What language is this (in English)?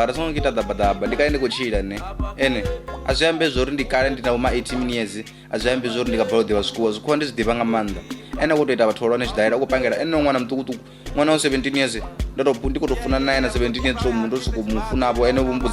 Venda